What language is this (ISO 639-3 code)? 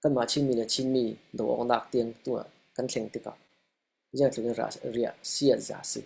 cfm